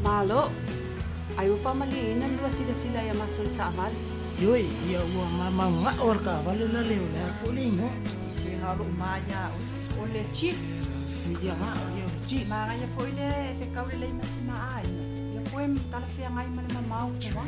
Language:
Samoan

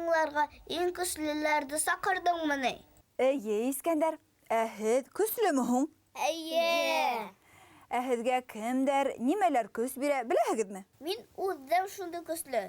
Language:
Bashkir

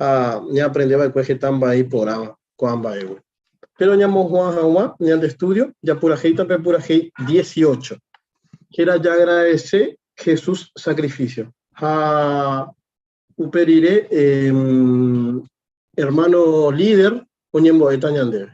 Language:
Guarani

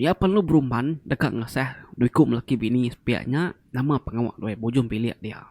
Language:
Iban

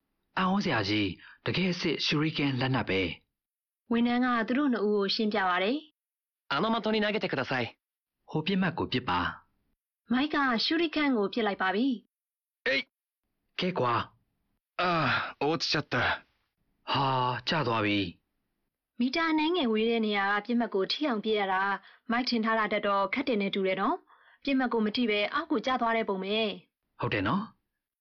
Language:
Burmese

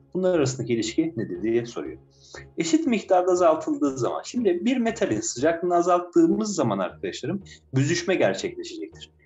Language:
Turkish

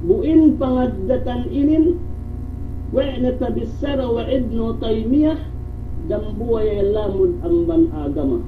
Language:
Yakan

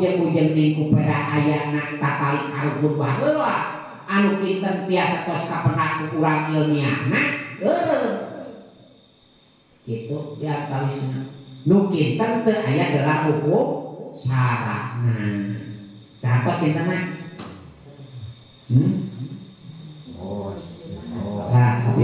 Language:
Sundanese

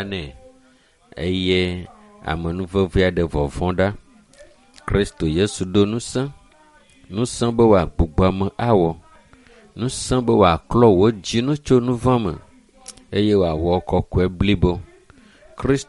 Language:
Ewe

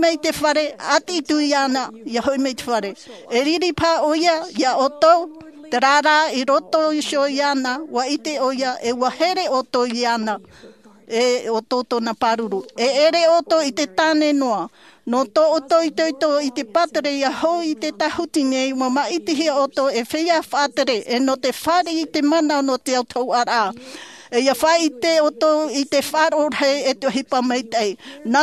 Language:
Tahitian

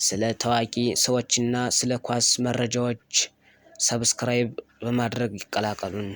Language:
Amharic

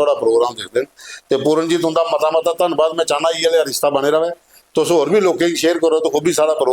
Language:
Dogri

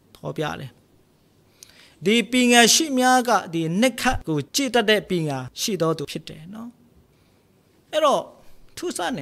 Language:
Burmese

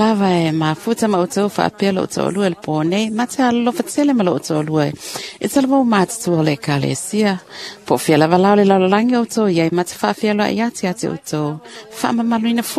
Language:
Samoan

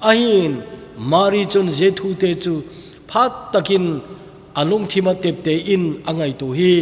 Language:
Thado Chin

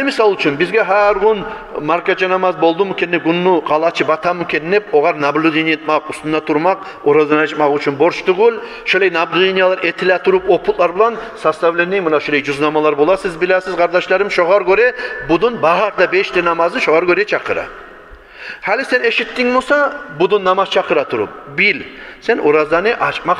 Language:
Kumyk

